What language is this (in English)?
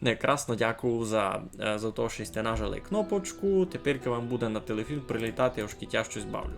Rusyn